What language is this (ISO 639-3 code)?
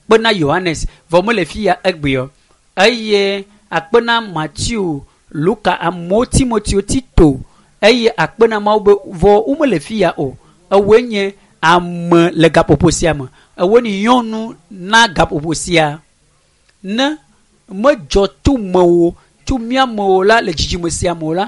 ewe